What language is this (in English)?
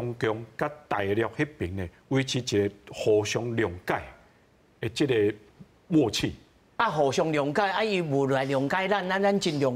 Min Nan Chinese